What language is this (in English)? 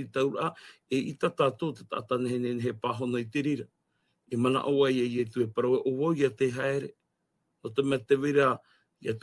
Tahitian